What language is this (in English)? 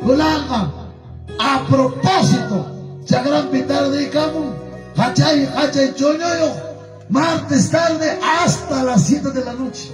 Ayacucho Quechua